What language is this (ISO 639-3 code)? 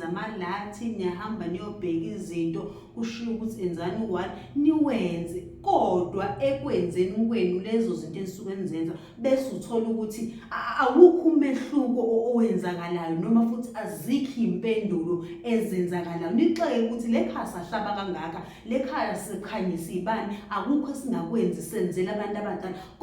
zul